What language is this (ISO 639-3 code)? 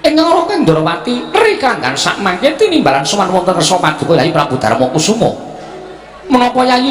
jav